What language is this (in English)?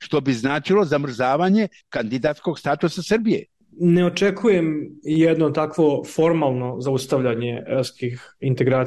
Serbian